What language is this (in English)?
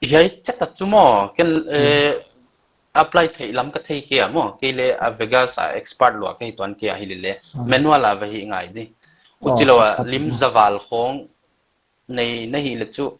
Paite Chin